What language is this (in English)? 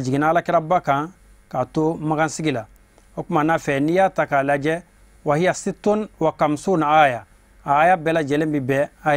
Bambara